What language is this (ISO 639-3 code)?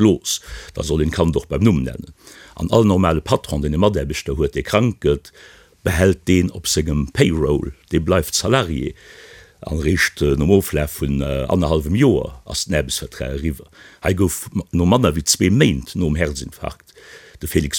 ltz